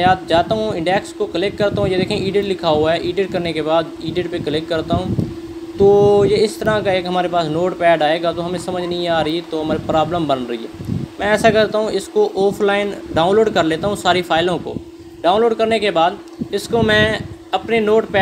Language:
Hindi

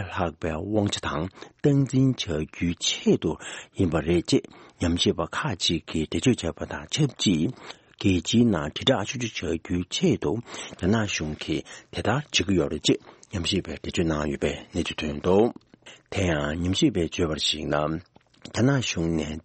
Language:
Tibetan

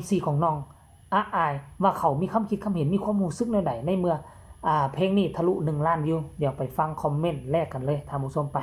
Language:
Northeastern Thai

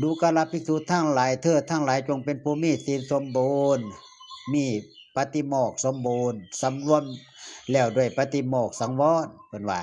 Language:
Northeastern Thai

